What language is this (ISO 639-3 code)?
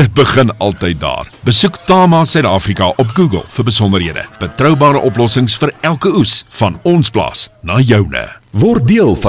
afr